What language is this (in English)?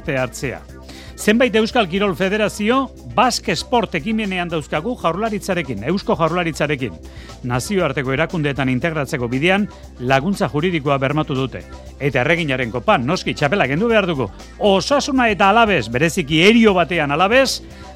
Basque